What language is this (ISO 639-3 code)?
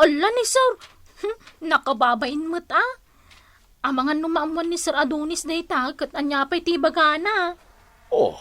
ilo